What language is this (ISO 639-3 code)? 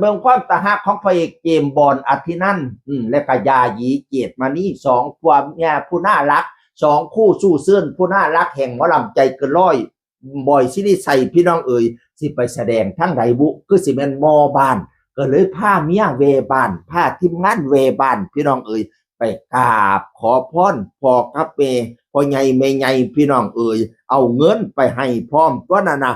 tts